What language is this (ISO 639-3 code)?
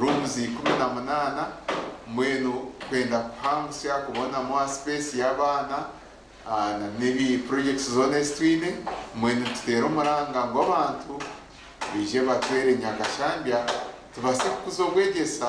nyn